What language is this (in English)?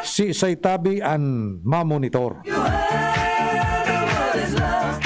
Bikol